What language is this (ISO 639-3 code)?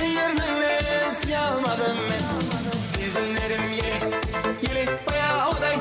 kaa